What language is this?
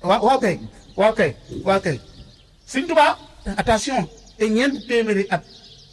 Wolof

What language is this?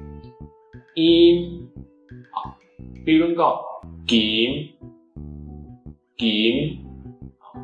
Hakka Chinese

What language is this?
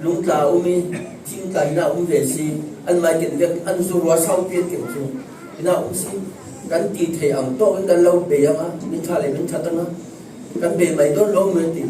Falam Chin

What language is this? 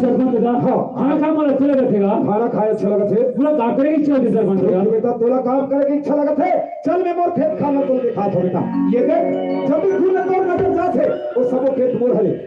Chhattisgarhi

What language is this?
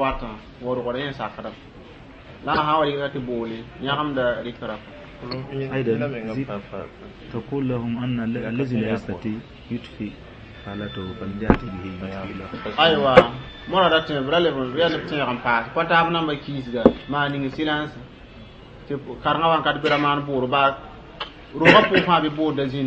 Mossi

